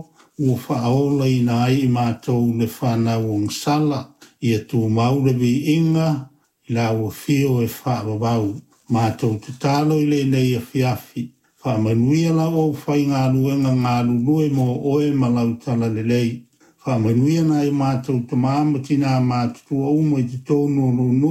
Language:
Samoan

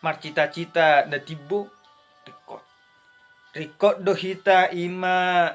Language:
Batak Toba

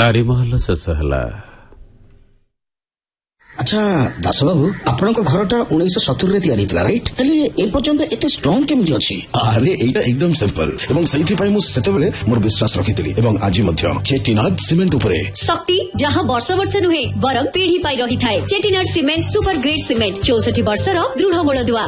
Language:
Odia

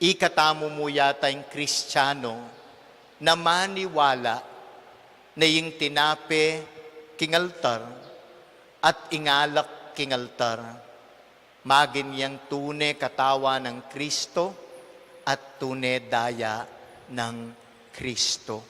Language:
Pampanga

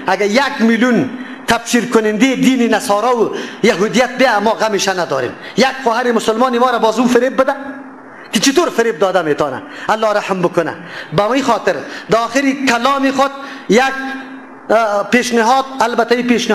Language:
Persian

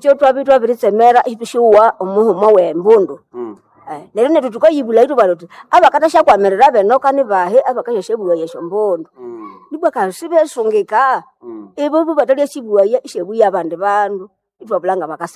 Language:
Nande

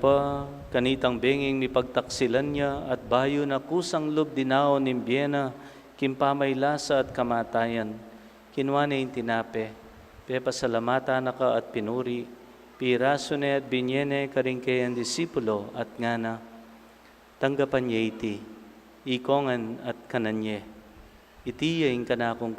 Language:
Pampanga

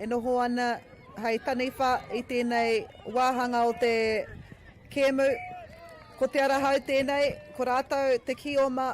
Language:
Māori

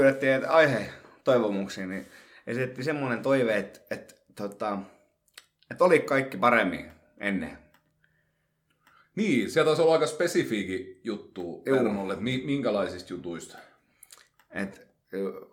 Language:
Finnish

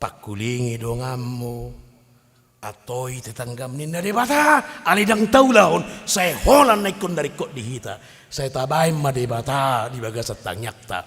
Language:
Batak Toba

